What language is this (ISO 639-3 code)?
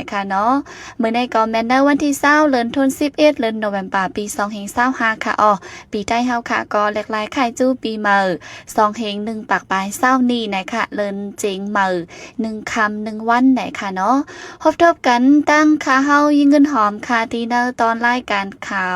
shn